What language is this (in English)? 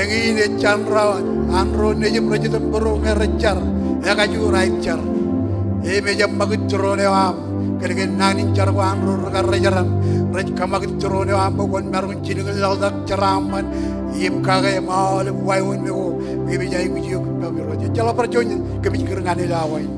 Marshallese